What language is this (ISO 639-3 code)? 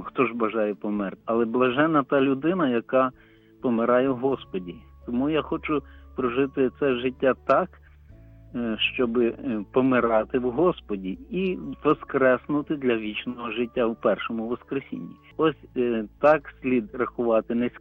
ukr